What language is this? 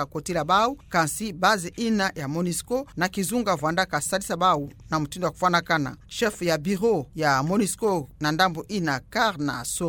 Kituba (Democratic Republic of Congo)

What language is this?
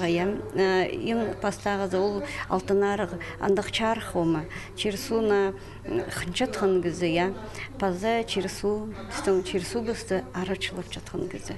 Khakas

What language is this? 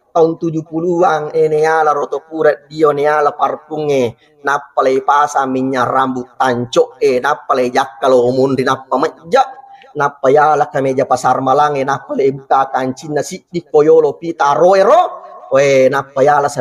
Buginese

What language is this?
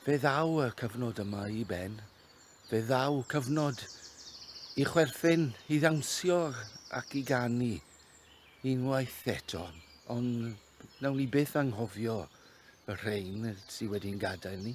Welsh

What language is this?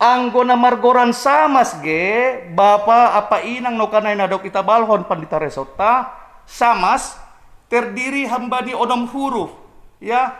Batak Simalungun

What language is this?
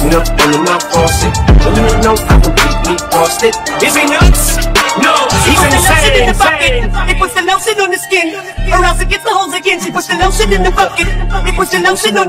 English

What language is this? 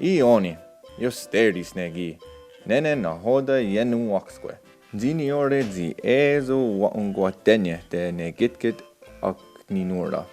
Mohawk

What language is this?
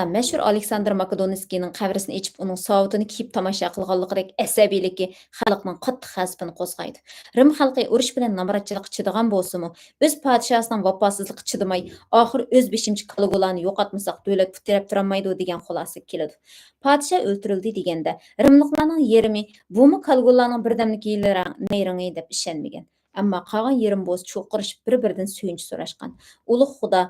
Uyghur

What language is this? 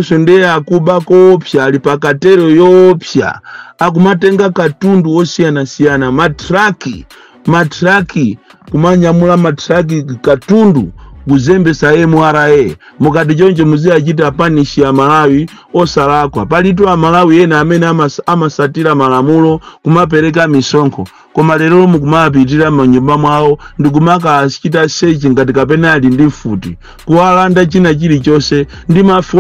Nyanja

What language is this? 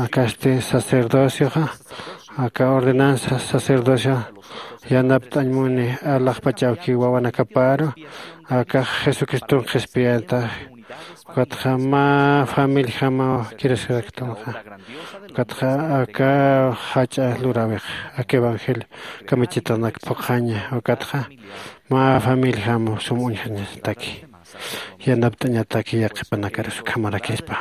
Aymara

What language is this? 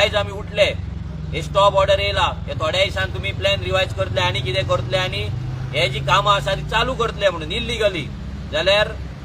Konkani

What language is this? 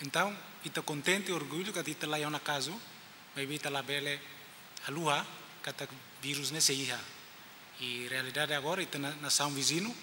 Tetum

